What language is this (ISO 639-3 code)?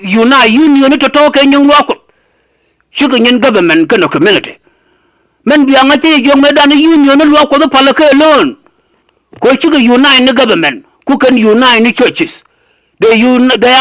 nus